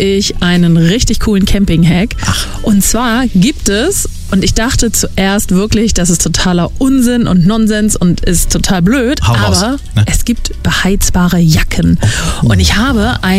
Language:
German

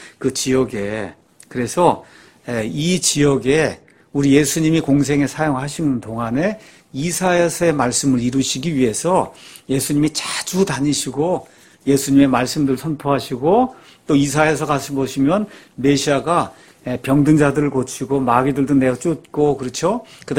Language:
Korean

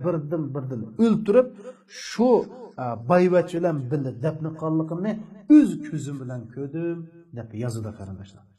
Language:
Uyghur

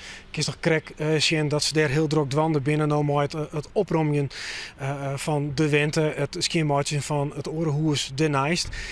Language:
Western Frisian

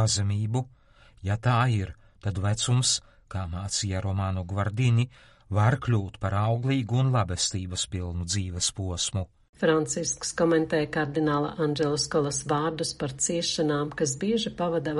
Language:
Latvian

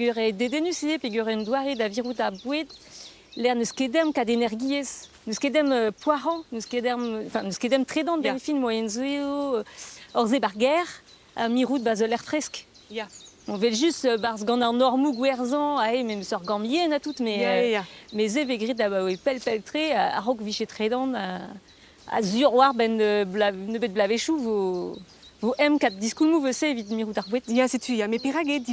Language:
Breton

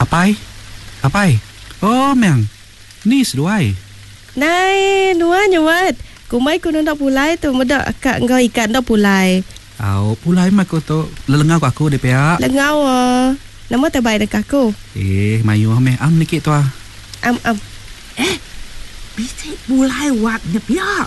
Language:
Iban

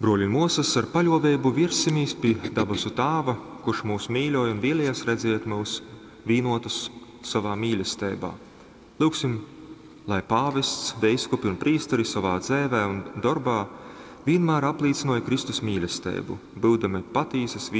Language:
Latgalian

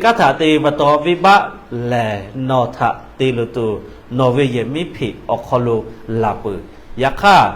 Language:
Lahu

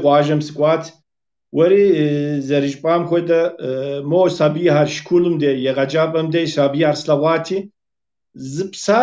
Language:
Kabardian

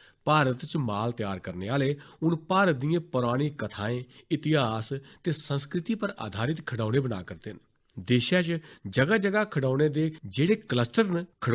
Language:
Dogri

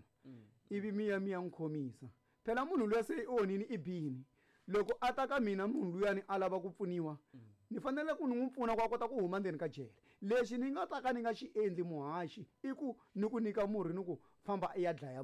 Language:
Tsonga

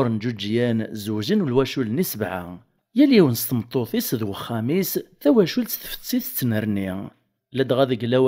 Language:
Kabyle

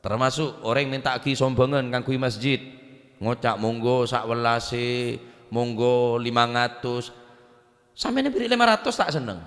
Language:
Madurese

